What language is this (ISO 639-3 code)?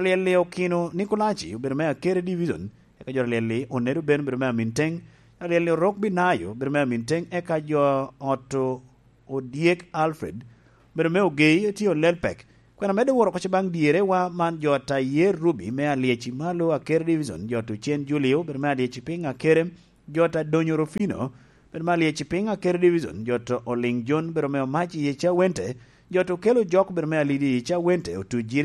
laj